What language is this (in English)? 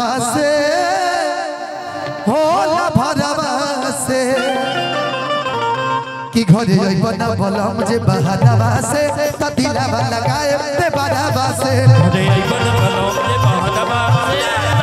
Bhojpuri